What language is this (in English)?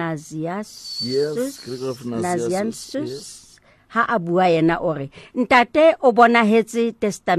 Southern Sotho